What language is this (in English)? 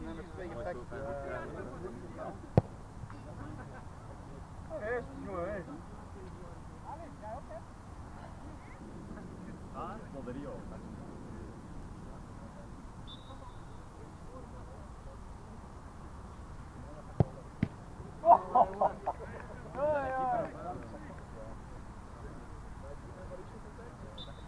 Dutch